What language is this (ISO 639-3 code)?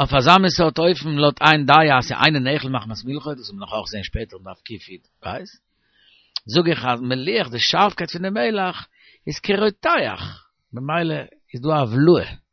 yid